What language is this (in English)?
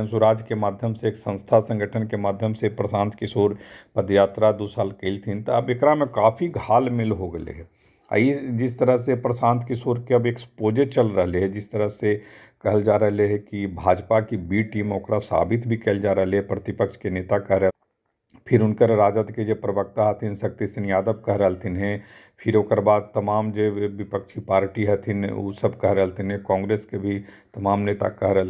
Magahi